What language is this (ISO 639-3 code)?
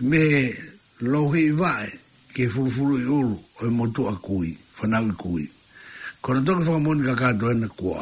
ton